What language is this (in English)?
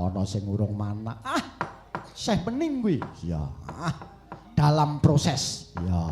Javanese